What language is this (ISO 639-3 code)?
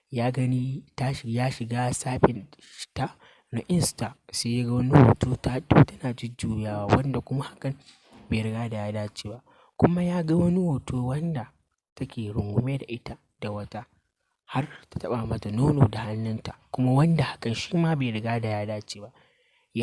hau